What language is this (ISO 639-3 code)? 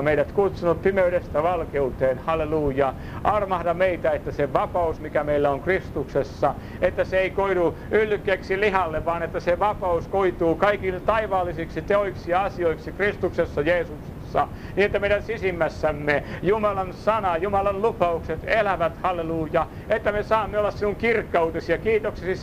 fin